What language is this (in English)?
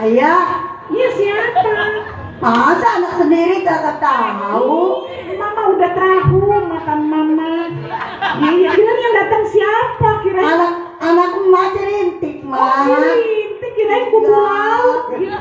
Betawi